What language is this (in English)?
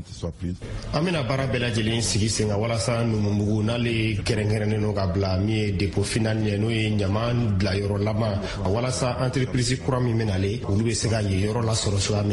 Bambara